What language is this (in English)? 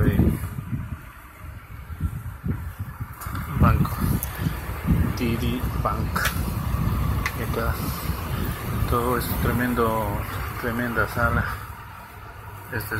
Spanish